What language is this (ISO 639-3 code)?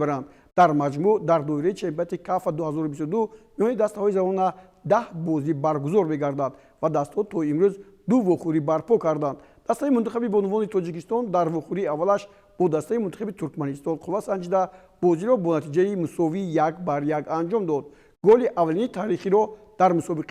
tgk